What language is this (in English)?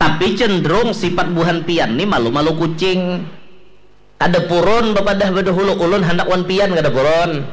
Banjar